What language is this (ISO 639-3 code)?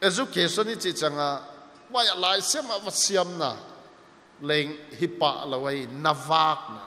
pck